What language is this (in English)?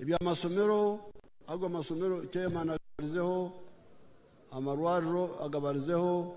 Nyankole